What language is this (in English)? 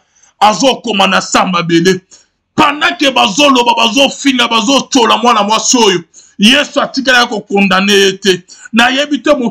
Lingala